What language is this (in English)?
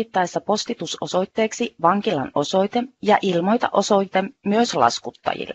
Finnish